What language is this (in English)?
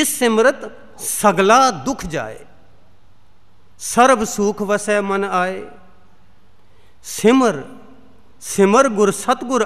Punjabi